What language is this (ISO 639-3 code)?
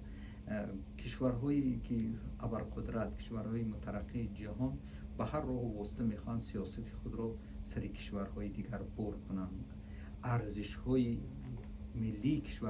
tgk